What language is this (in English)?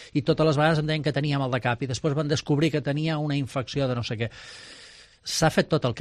Catalan